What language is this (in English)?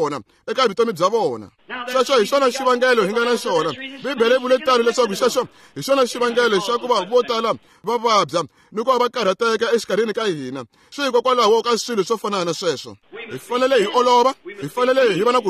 Tsonga